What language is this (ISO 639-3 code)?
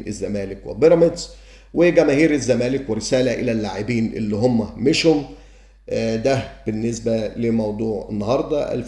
arz